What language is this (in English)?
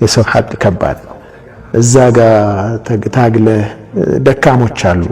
Amharic